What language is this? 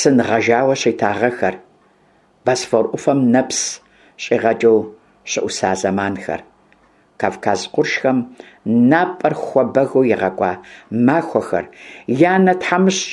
Kabardian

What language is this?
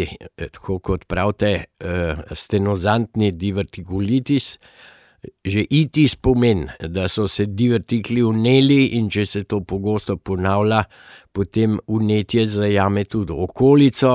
Slovenian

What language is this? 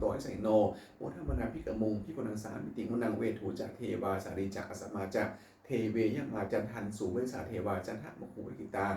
Pali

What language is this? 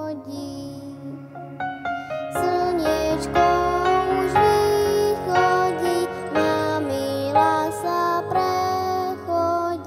Slovak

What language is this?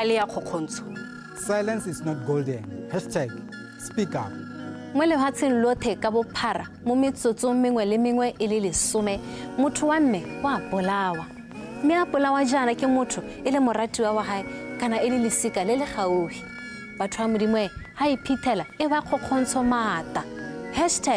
Tswana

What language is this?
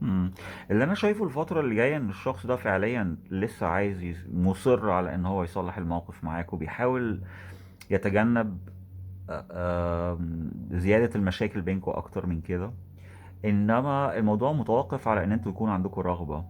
Egyptian Arabic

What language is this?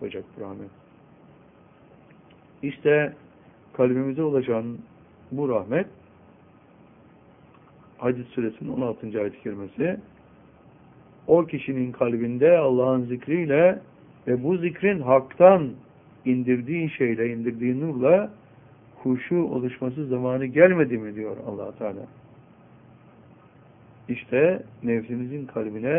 Turkish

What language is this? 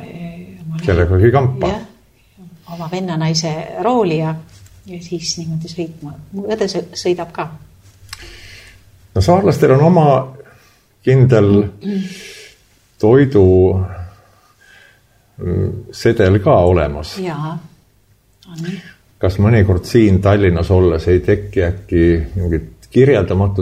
Estonian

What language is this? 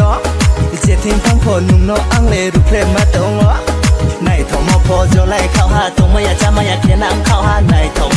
Kok Borok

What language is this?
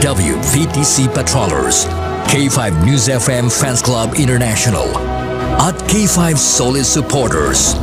Hiligaynon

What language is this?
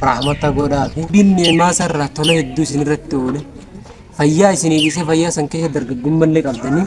Oromo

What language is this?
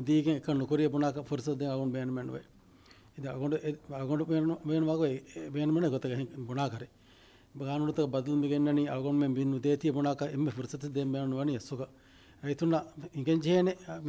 Divehi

